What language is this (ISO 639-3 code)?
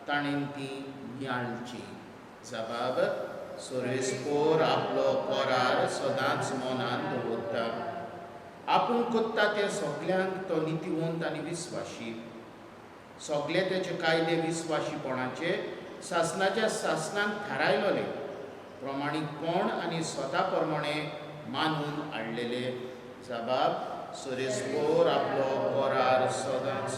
kok